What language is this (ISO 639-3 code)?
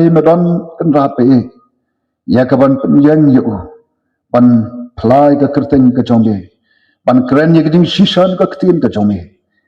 kha